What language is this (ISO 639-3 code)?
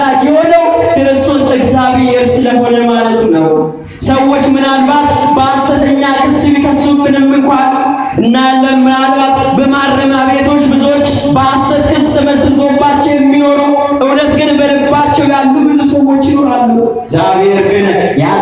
amh